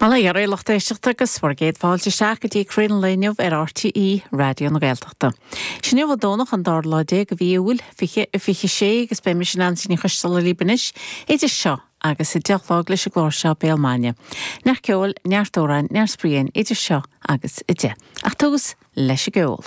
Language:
Irish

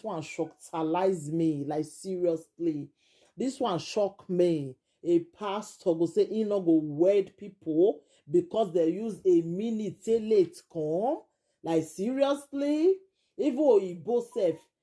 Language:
Nigerian Pidgin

